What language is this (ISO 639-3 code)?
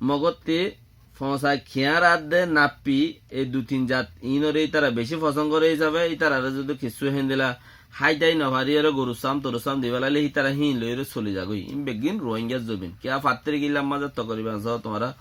rhg